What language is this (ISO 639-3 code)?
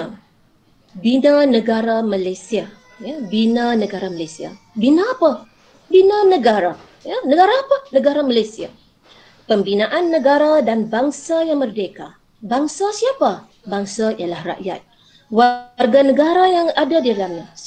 msa